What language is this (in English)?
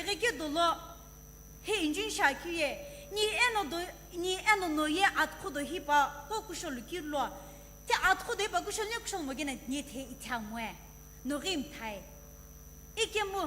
Sumi Naga